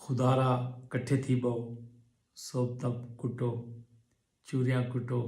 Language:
Saraiki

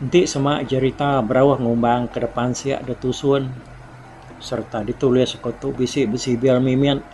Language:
Iban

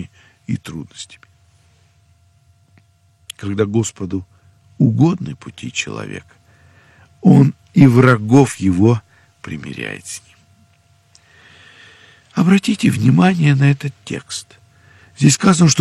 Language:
Russian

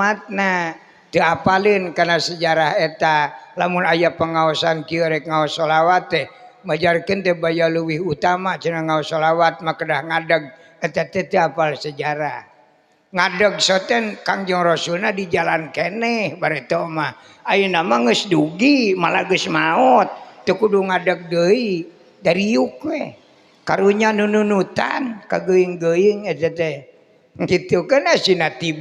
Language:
Sundanese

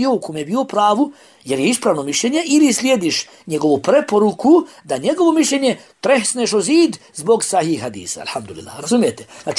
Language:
Bosnian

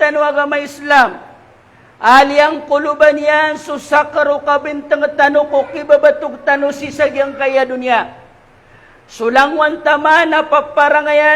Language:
Maranao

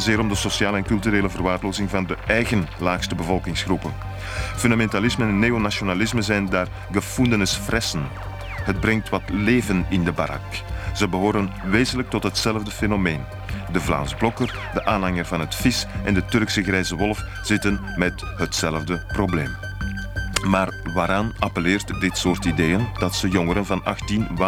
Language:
Dutch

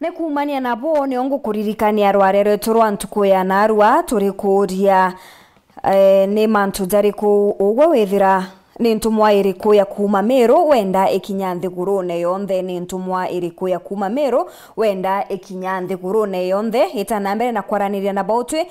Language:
Meru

